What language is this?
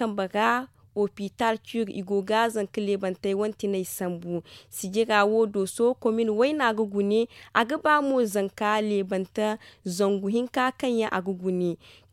Zarma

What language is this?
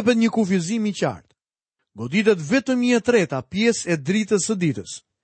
Albanian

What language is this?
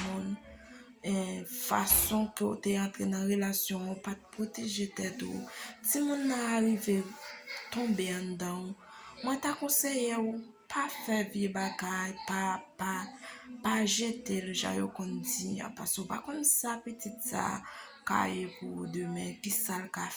Haitian Creole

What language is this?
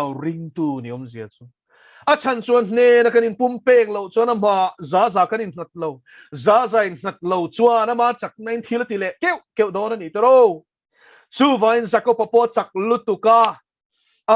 Mizo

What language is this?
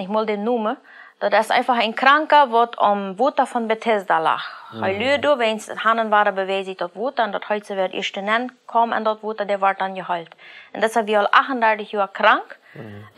Plautdietsch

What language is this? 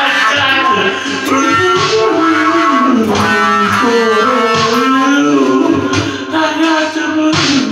English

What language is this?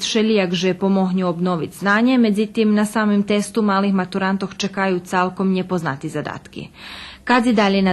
Rusyn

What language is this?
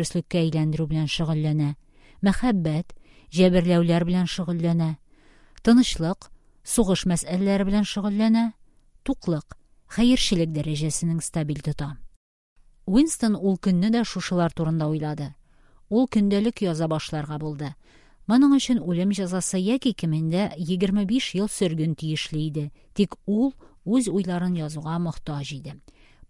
Tatar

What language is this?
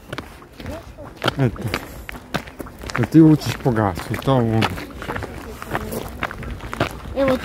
Croatian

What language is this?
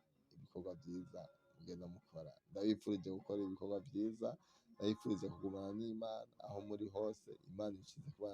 Rundi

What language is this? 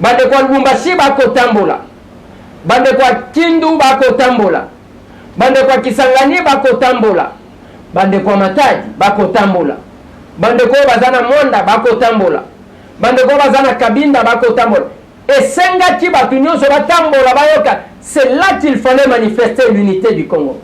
Lingala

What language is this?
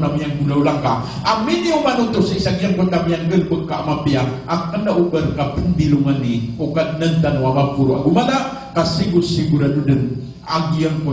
Maranao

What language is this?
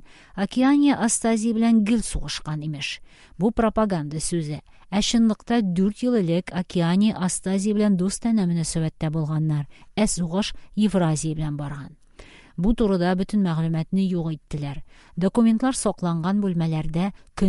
Tatar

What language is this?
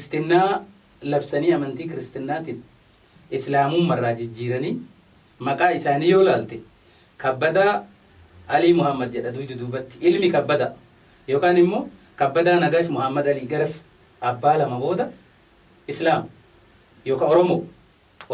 Oromo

